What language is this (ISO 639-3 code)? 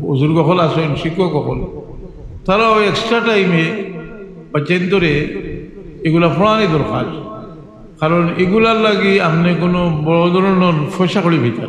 syl